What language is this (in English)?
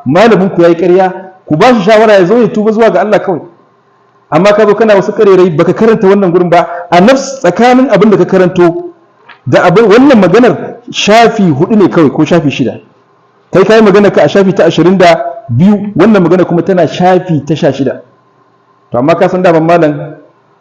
Hausa